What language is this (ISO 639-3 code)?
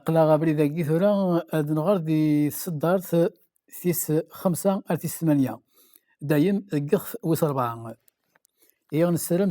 kab